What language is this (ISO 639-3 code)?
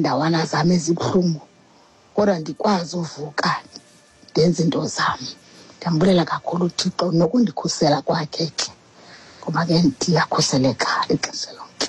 xho